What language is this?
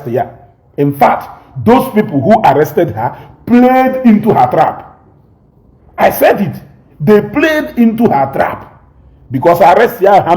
Igbo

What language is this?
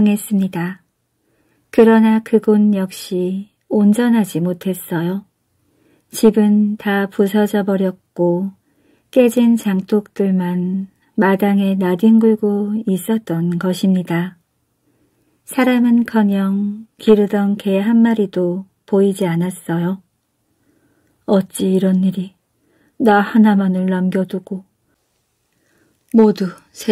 Korean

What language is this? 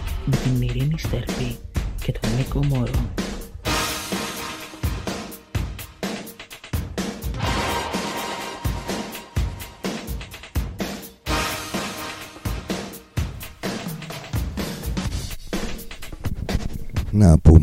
Greek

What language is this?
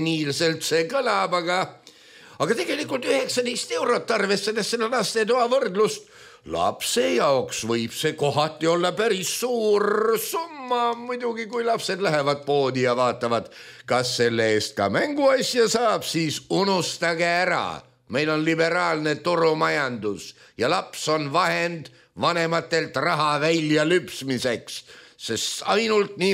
Estonian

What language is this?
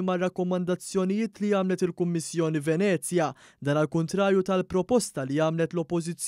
Maltese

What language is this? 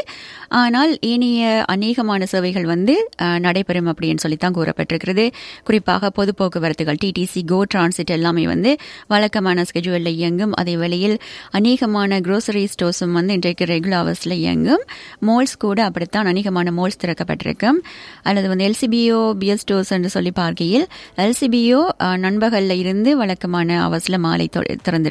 Tamil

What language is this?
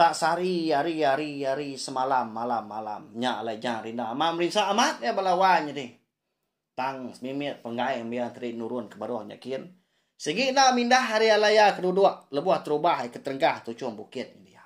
Iban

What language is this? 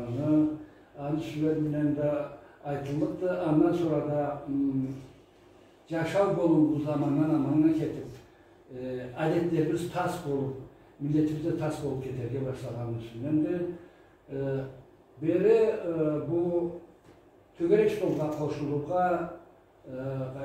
Karachay-Balkar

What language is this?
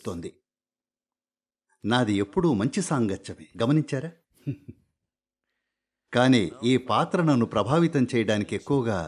Telugu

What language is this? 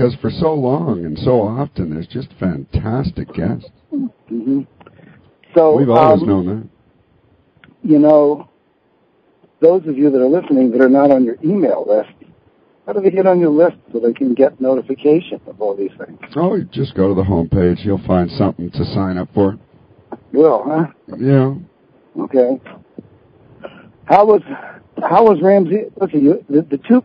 English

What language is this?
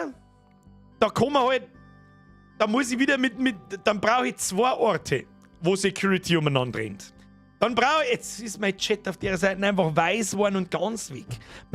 Bavarian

